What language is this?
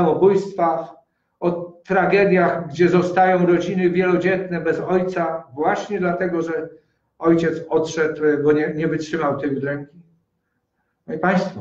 Polish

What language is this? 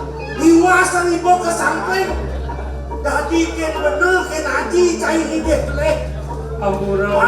Balinese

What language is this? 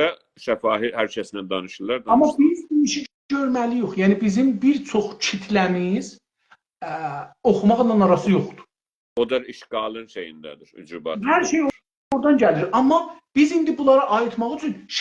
South Azerbaijani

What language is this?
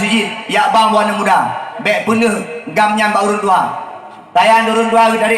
Achinese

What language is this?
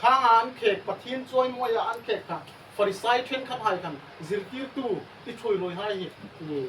Hmar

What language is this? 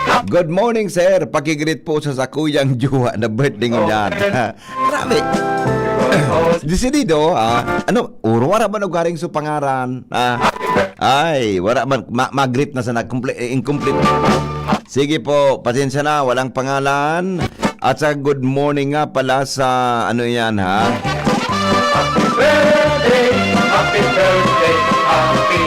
Bikol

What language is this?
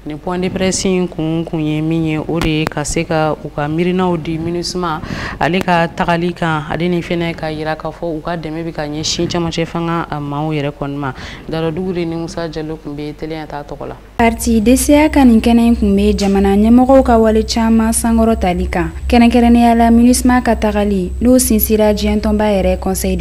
Bambara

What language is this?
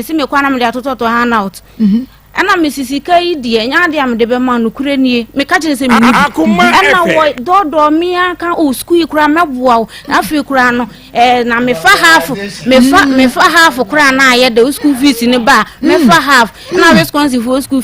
Akan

